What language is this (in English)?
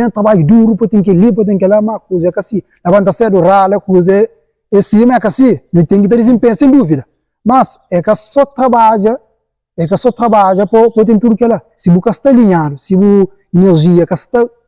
Kabuverdianu